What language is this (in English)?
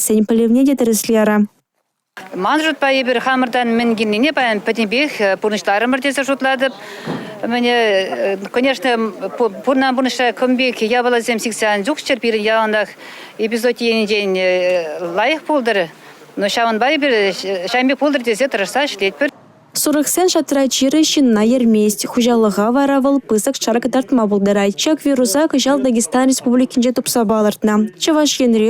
Chuvash